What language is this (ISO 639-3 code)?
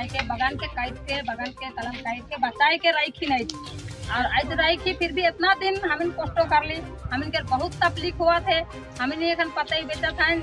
sck